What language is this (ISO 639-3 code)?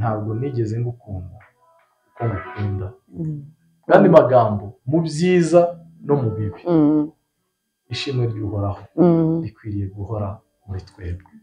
kin